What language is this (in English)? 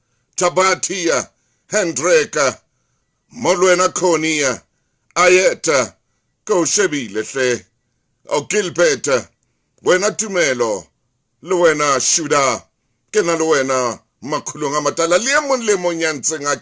Southern Sotho